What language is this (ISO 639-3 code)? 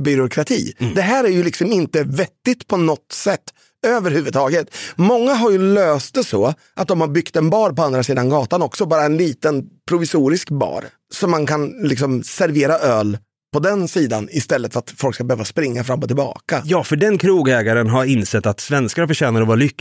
swe